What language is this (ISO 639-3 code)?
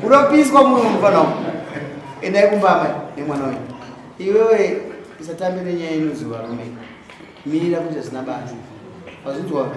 sna